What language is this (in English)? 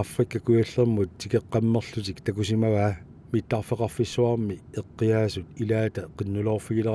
Kalaallisut